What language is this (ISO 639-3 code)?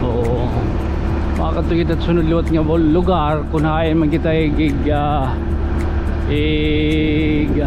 war